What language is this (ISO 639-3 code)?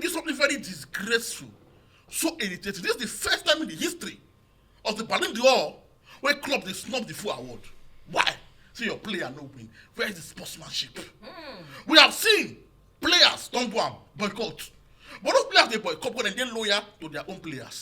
pcm